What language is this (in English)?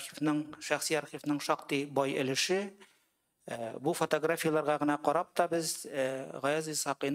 Tatar